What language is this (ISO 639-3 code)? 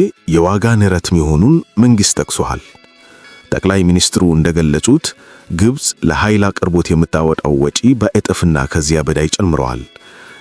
amh